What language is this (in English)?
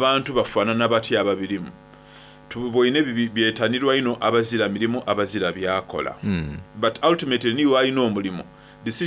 Soga